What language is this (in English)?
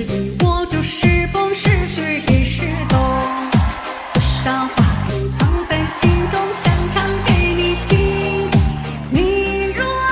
Chinese